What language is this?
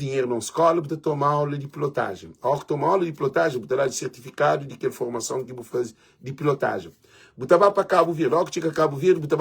Kabuverdianu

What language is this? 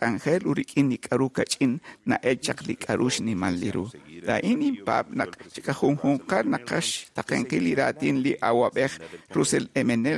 Kekchí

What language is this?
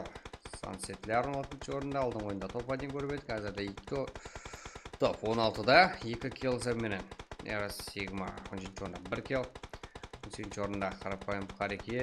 Kara-Kalpak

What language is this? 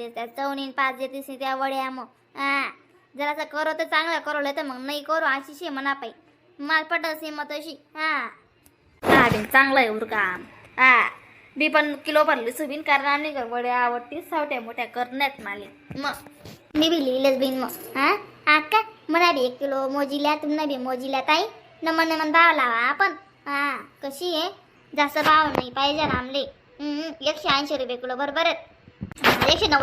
Khandesi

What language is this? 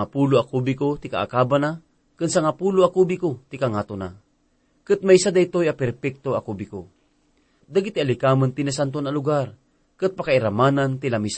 Iloko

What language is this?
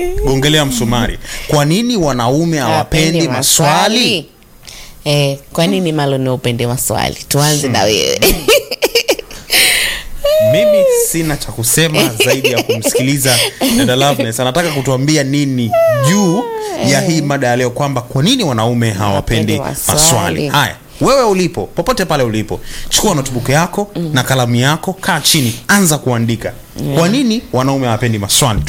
Swahili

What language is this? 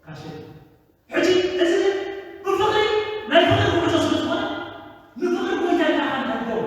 Tigrinya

